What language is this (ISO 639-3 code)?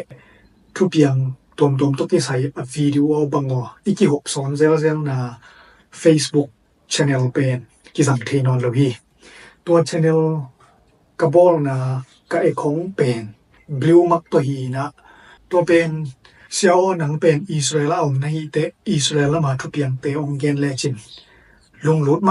ctd